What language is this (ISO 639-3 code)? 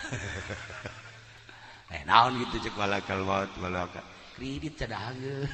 sun